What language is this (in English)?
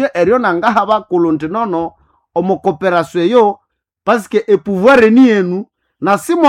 Nande